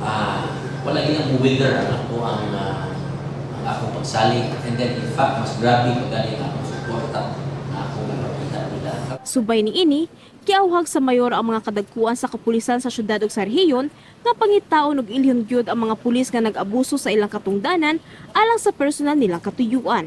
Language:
Cebuano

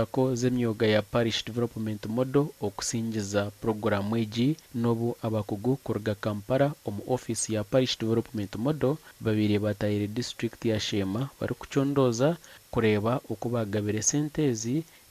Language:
Nyankole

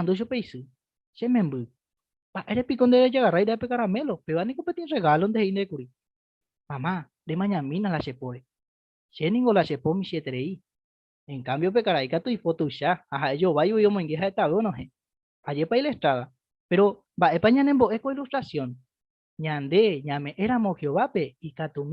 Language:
Guarani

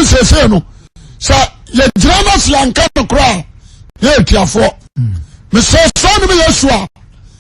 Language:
Akan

